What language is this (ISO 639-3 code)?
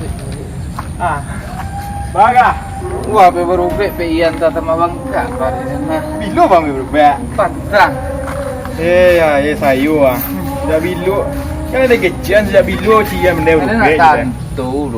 min